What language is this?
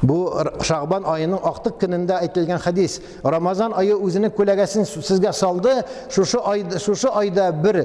Tatar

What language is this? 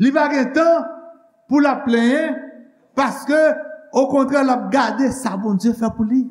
Haitian Creole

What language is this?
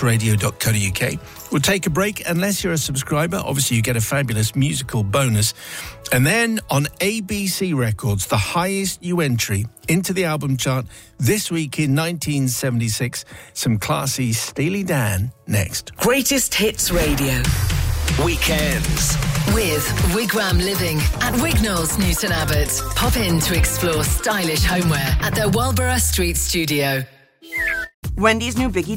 English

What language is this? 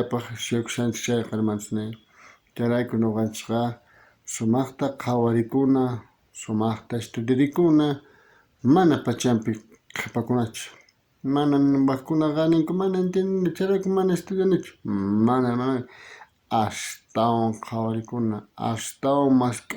South Bolivian Quechua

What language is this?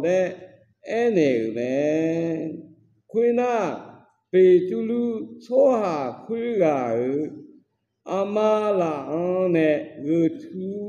Akha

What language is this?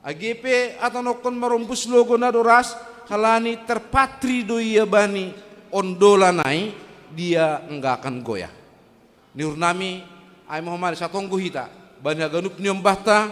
Batak Simalungun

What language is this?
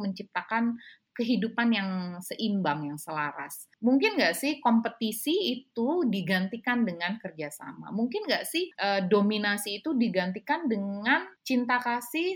Indonesian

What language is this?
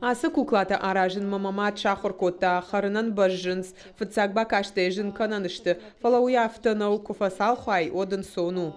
Ossetic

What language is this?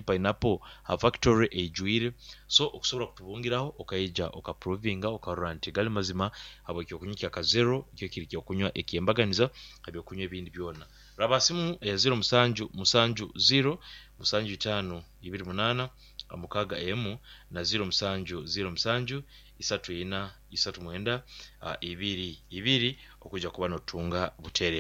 Nyoro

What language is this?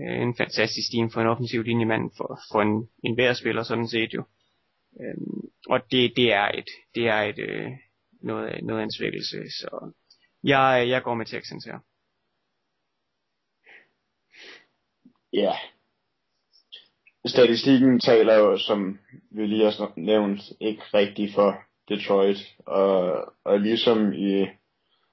Danish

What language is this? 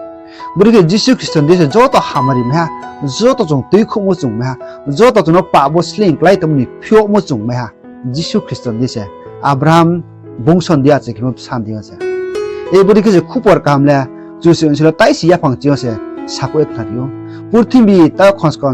Riang (India)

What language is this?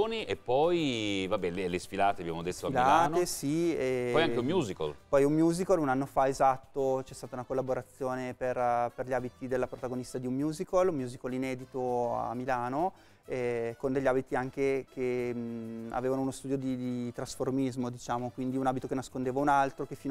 Italian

